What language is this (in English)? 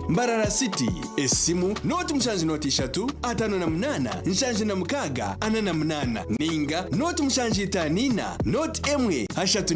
Nyankole